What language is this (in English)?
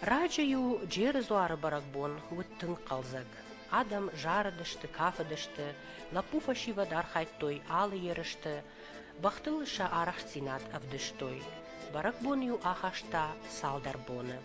Ossetic